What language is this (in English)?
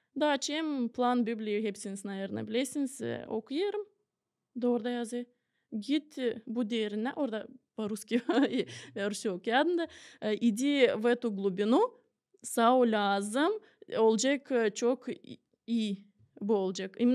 Gagauz